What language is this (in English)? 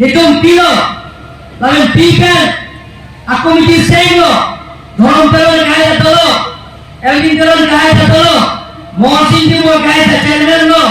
Karbi